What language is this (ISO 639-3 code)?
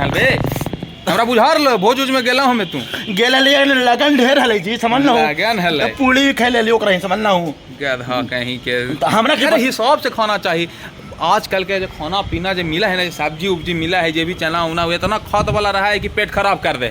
mag